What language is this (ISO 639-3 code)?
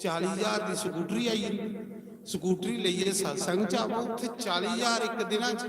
doi